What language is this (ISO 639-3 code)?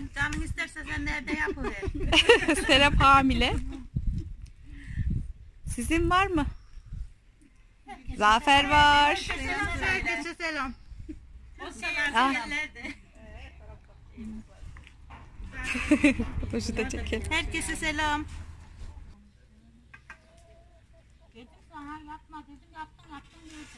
tur